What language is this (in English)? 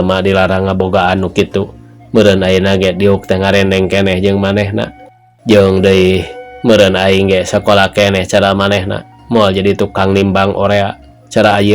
Sundanese